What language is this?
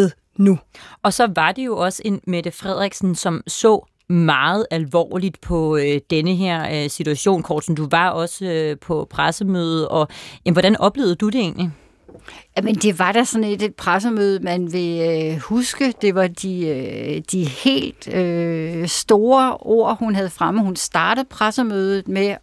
Danish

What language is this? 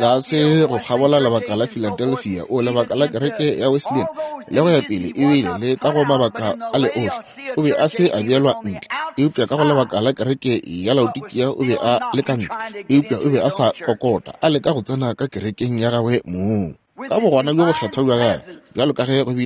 Northern Sotho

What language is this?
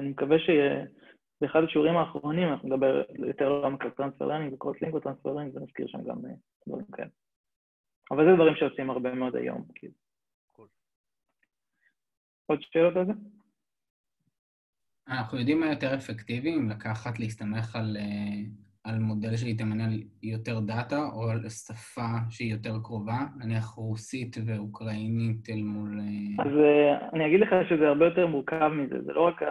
Hebrew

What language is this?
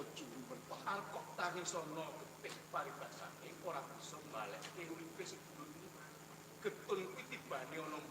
Javanese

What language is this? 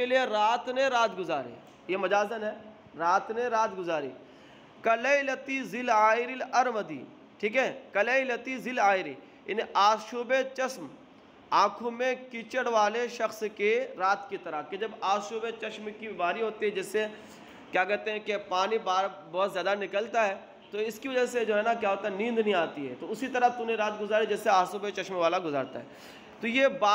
Urdu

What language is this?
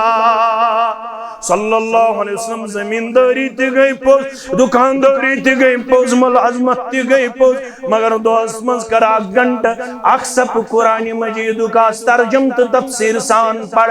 Kashmiri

